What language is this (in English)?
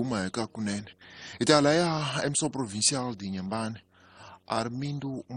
Tsonga